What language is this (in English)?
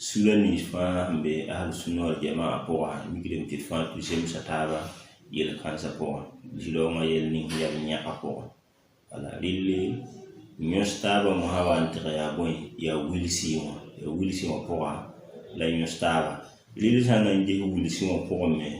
Mossi